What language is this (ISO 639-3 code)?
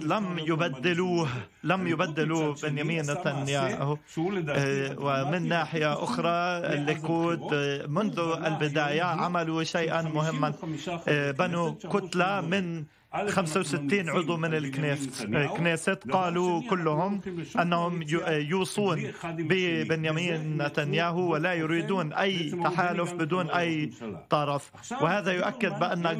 ara